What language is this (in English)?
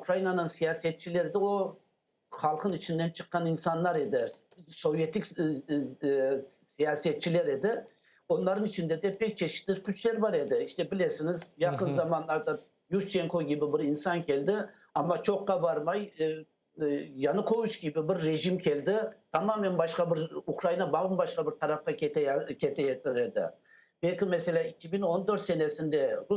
Crimean Tatar